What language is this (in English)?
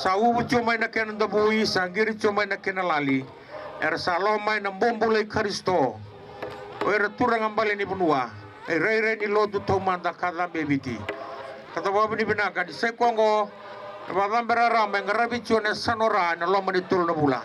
Fijian